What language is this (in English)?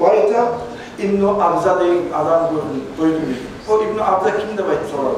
Kumyk